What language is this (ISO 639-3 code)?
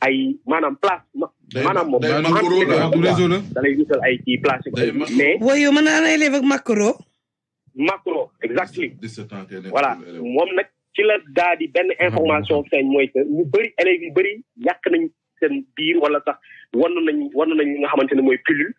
wol